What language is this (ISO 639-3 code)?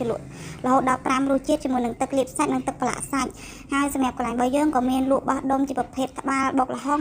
khm